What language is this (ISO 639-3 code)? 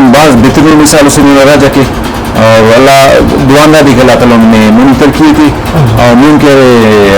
brh